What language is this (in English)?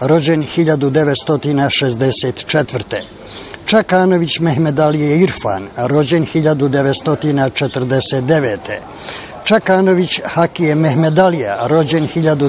Bosnian